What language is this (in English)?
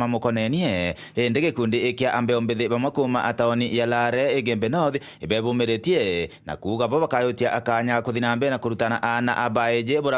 Meru